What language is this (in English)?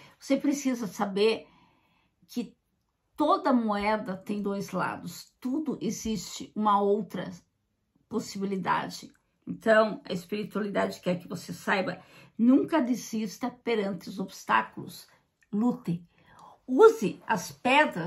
Portuguese